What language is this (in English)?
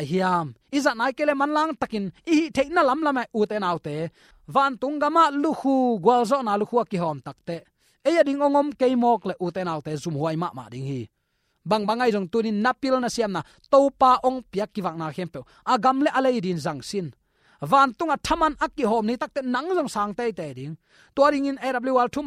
Tedim Chin